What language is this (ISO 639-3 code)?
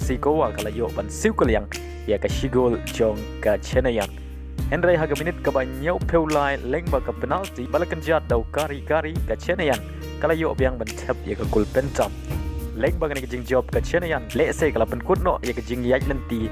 kha